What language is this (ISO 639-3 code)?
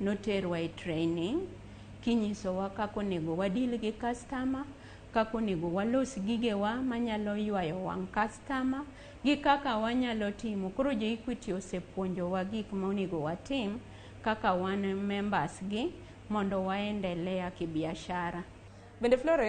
luo